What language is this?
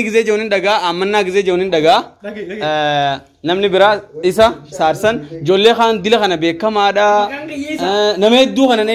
Oromo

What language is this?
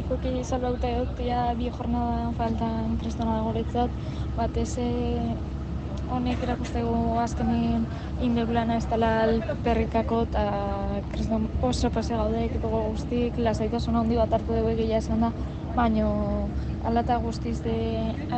Basque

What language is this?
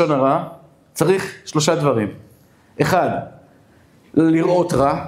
Hebrew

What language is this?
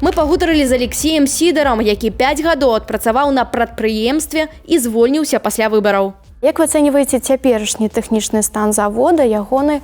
Belarusian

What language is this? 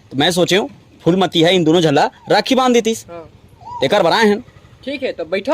Chhattisgarhi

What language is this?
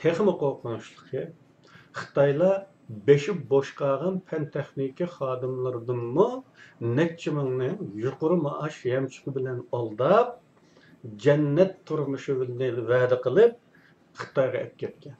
Uyghur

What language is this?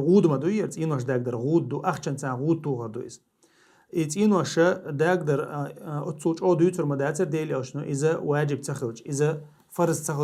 Chechen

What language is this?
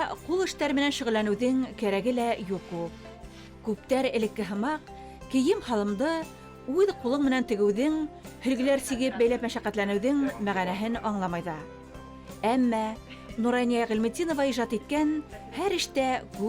Bashkir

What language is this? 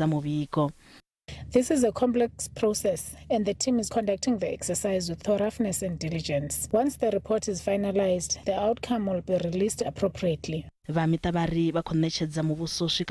Venda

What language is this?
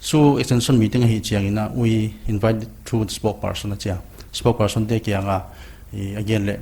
Paite Chin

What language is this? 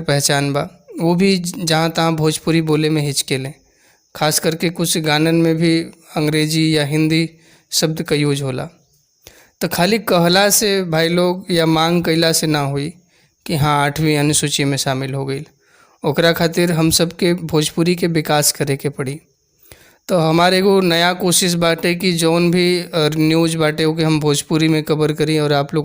Bhojpuri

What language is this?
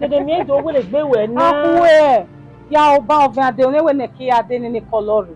Bini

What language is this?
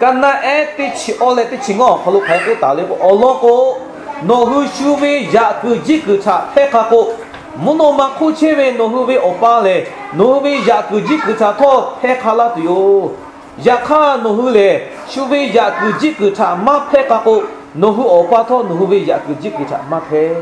Lahu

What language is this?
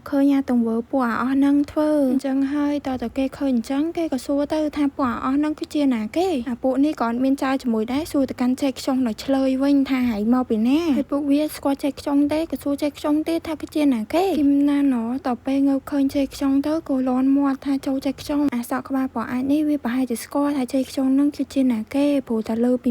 Khmer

